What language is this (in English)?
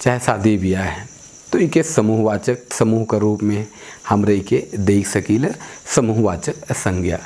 Sadri